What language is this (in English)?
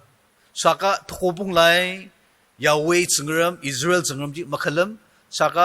Ao Naga